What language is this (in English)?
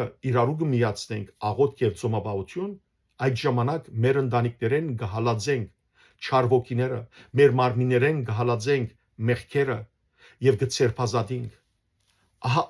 Western Armenian